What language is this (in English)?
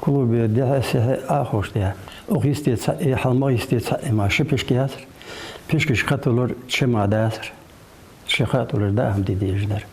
Ingush